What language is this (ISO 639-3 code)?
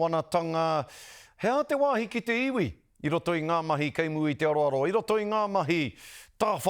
mri